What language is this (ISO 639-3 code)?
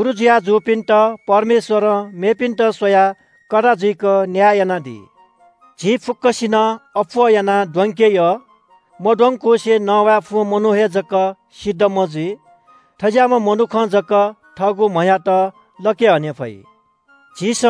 new